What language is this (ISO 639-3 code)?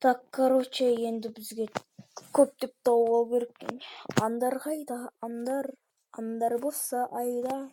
kaz